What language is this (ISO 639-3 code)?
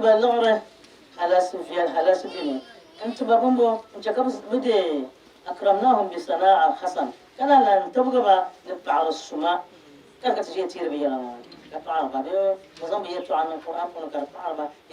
dag